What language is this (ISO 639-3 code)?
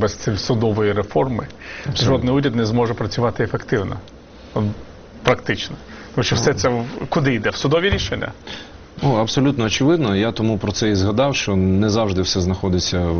ukr